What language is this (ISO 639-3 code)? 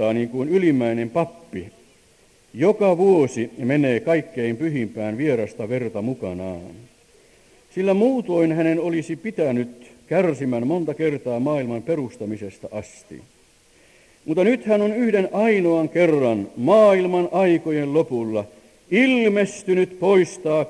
fin